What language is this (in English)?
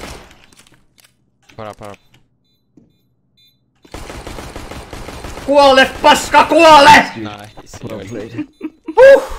Finnish